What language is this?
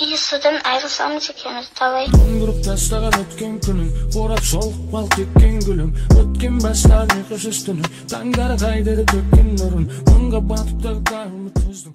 Kara-Kalpak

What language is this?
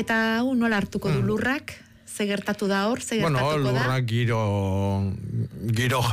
Basque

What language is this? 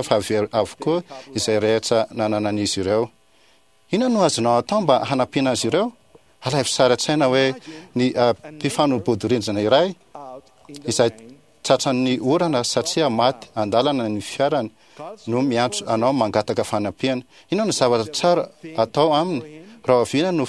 Malagasy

